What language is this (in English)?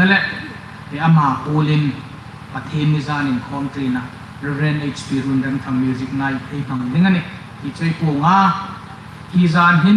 Hmar